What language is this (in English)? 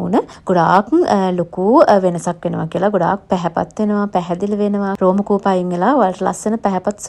Sinhala